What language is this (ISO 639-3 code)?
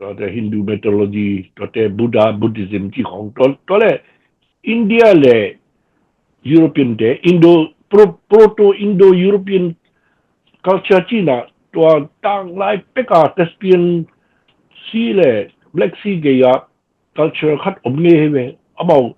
ctd